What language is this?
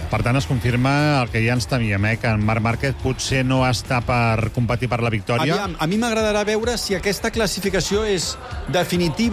Catalan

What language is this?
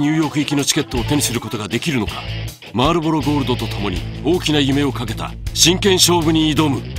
Japanese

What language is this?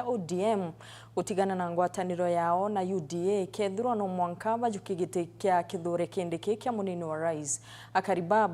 Meru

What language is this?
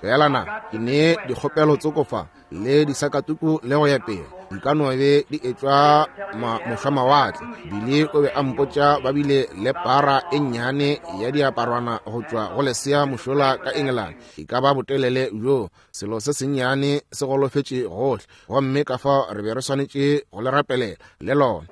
Northern Sotho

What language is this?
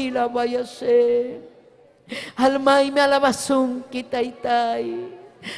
Ayacucho Quechua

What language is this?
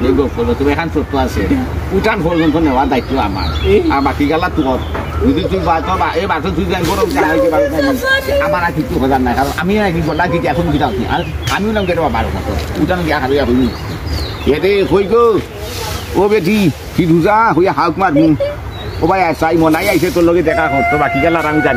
Sylheti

